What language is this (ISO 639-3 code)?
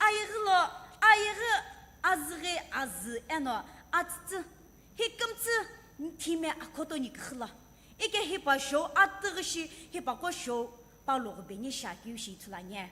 nsm